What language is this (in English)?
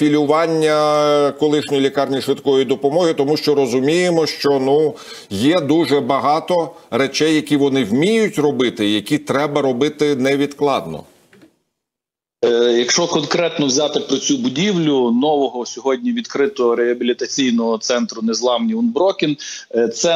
Ukrainian